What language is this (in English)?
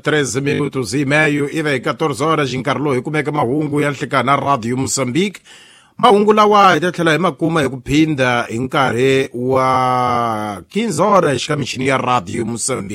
Tsonga